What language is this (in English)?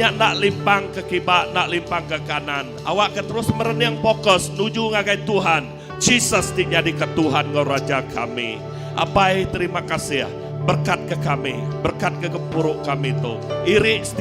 Iban